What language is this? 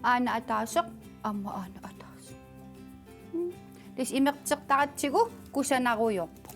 Kalaallisut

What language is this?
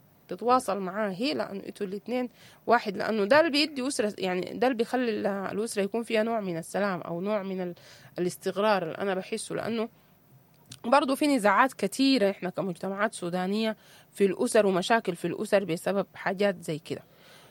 Sudanese Arabic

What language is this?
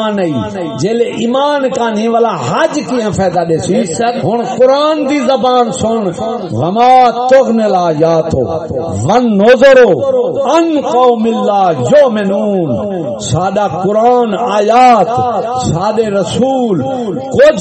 Saraiki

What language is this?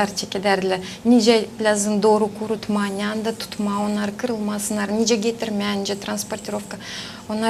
Gagauz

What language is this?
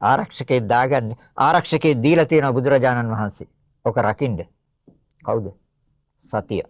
Sinhala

